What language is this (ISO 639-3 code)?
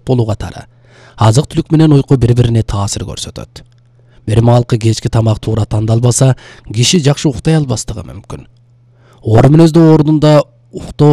kir